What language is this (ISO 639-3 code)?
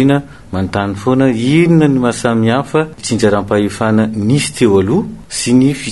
mlg